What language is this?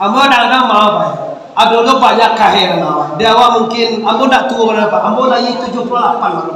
Minangkabau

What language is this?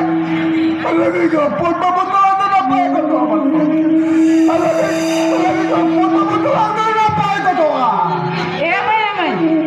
Santali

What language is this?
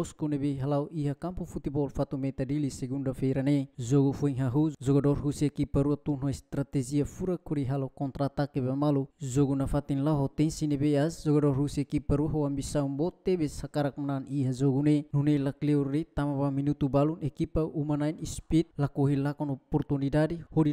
Tetum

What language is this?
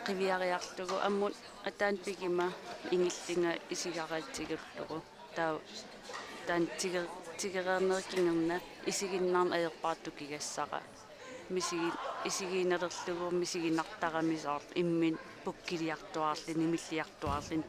Kalaallisut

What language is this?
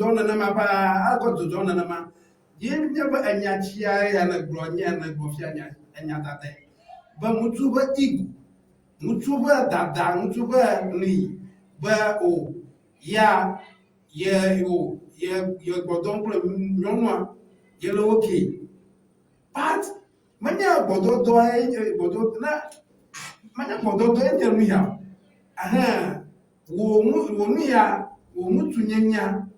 Ewe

